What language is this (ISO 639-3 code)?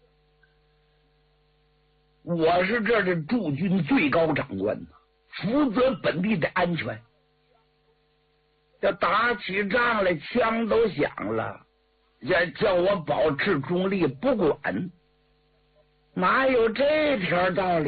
zho